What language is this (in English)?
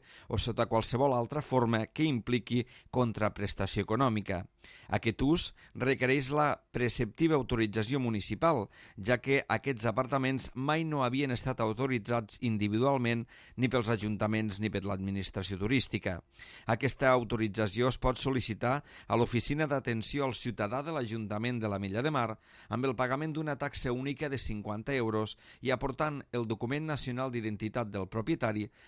Catalan